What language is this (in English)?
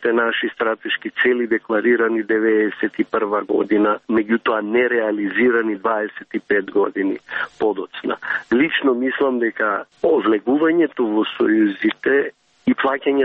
Macedonian